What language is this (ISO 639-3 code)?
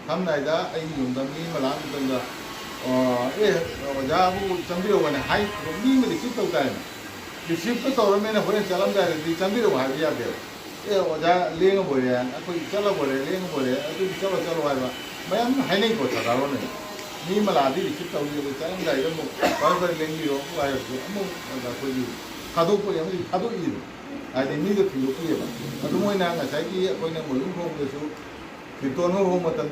mni